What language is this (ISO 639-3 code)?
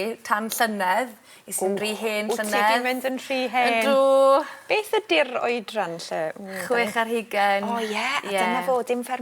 cym